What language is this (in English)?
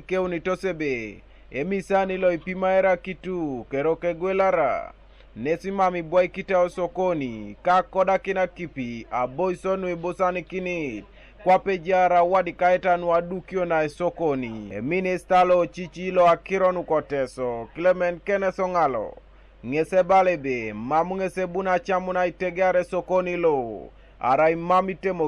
Teso